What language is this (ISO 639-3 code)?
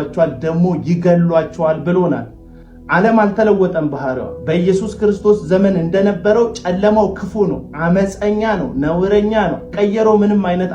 amh